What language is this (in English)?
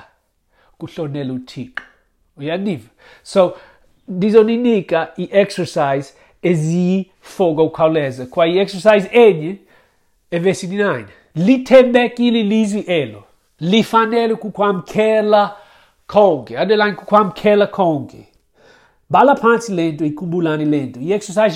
Xhosa